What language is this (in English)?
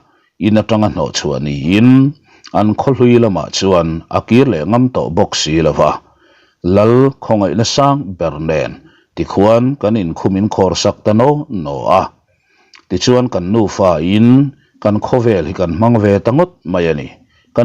Mizo